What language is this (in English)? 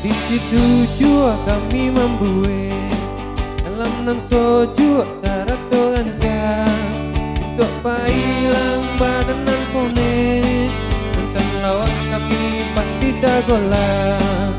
Minangkabau